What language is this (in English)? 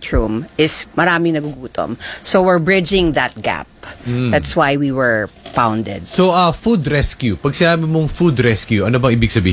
Filipino